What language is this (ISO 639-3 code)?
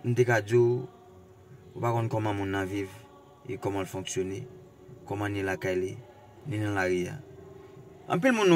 hat